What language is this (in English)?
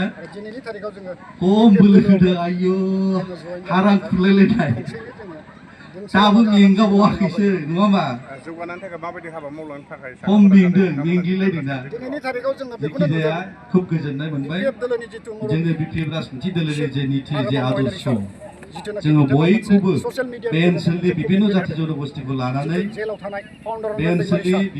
Bodo